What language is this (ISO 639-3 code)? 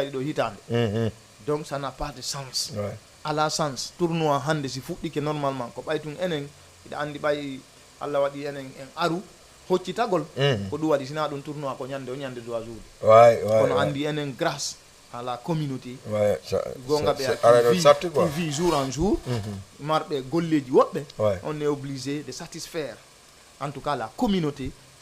ful